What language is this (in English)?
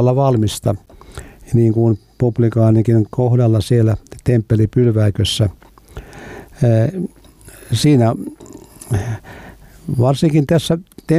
Finnish